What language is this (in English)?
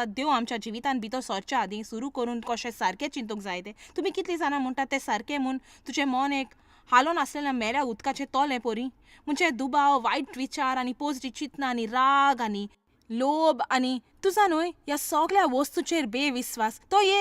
Konkani